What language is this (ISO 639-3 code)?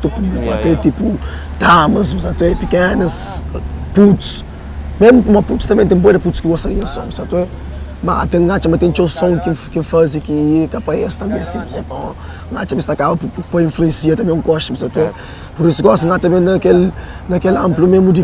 kea